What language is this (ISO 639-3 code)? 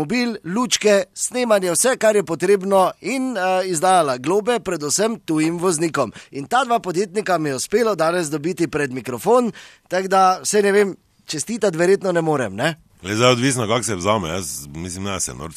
slv